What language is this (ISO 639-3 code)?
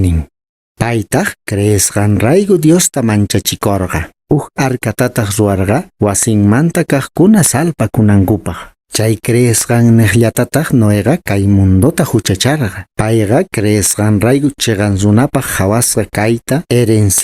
que